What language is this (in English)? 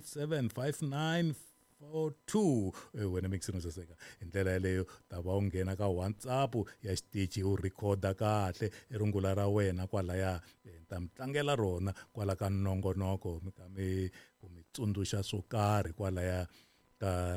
Tsonga